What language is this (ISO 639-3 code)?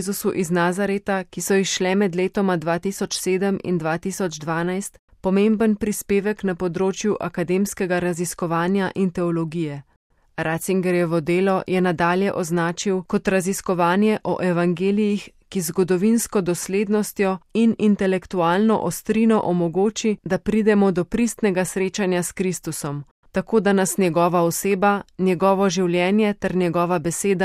slv